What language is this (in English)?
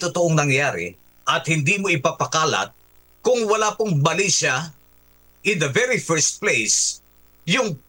Filipino